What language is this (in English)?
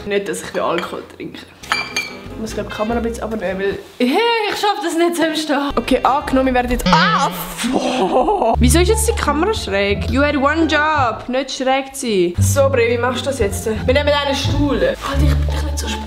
Swiss German